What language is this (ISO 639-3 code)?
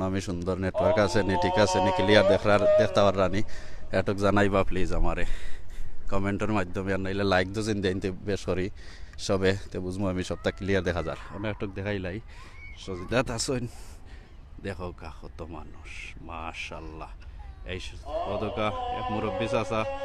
syl